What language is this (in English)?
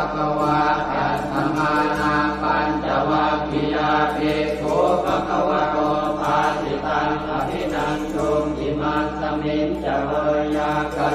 Pali